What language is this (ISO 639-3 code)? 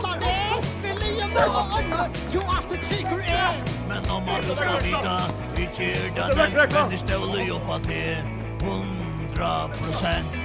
fao